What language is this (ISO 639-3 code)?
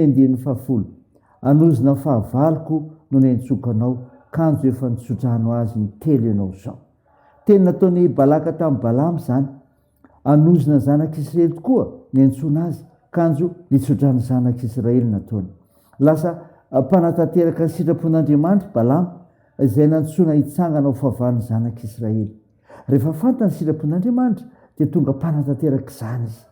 mlg